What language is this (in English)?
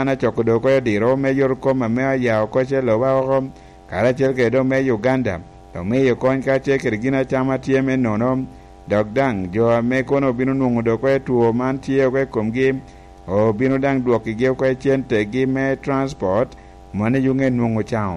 Lango (Uganda)